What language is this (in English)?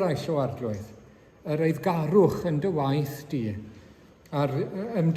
Welsh